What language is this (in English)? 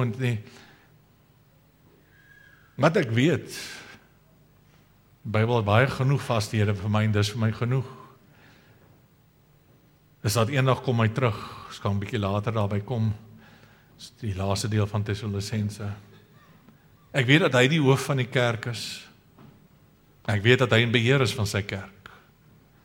Afrikaans